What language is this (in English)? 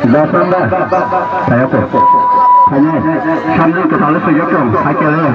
Kok Borok